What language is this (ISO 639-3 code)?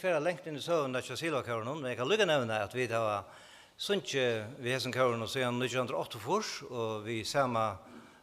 fao